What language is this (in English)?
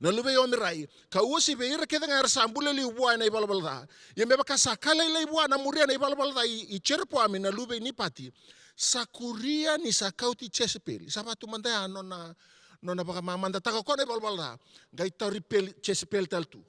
Fijian